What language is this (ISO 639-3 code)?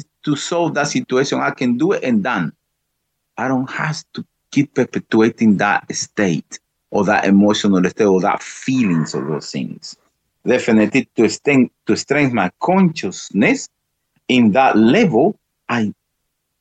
eng